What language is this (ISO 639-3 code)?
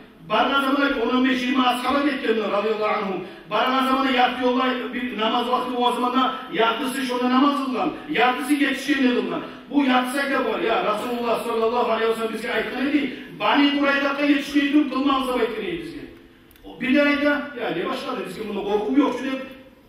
kum